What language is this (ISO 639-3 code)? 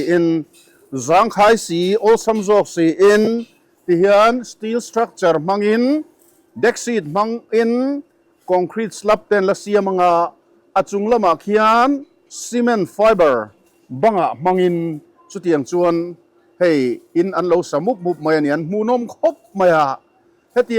lus